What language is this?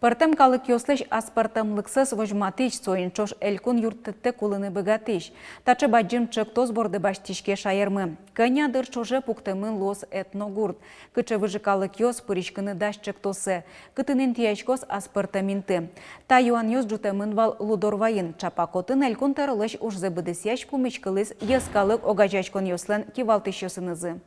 Udmurt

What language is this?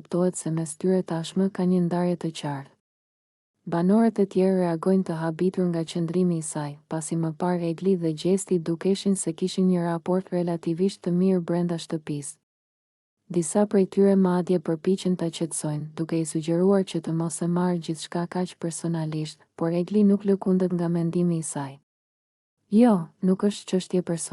Albanian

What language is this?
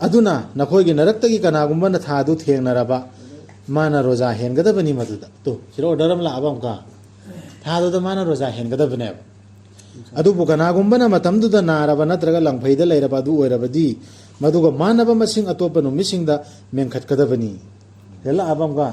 Manipuri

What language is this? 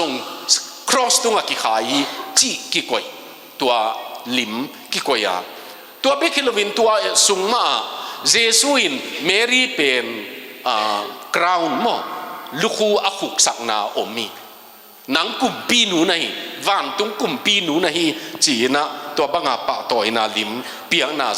Tedim Chin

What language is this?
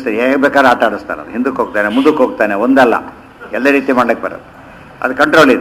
Kannada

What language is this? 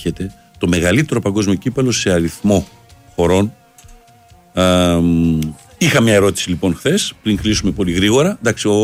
Greek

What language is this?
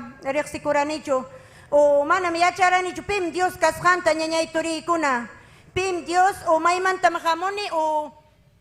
Ayacucho Quechua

